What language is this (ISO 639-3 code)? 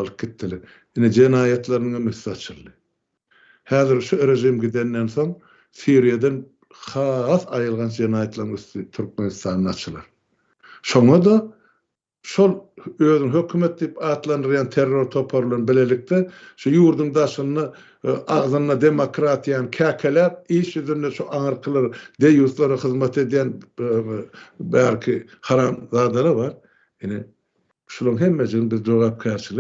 tuk